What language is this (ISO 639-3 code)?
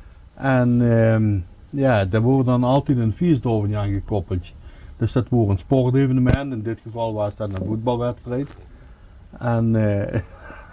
lim